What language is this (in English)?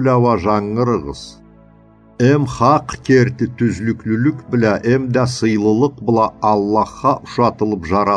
Karachay-Balkar